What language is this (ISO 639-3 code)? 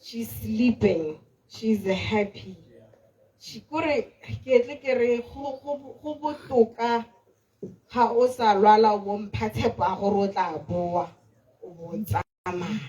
tsn